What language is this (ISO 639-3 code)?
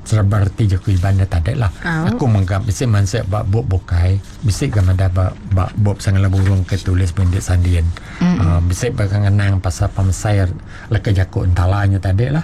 iba